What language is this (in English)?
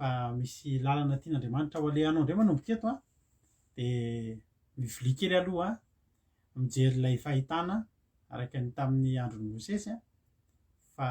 Malagasy